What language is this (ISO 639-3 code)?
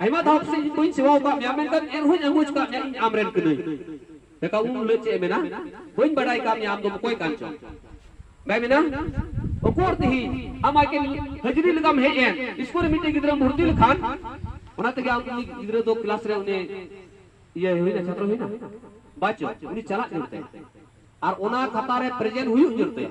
sat